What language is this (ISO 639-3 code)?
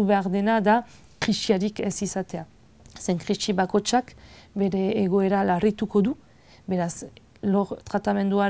eus